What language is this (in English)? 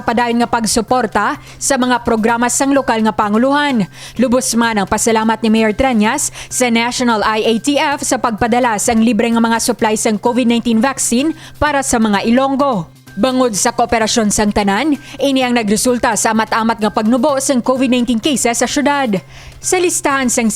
Hiligaynon